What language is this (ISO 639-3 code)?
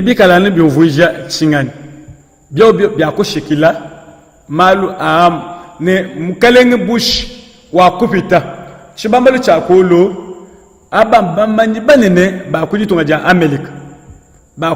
lua